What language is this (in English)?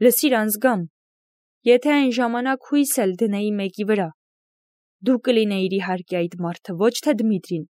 Armenian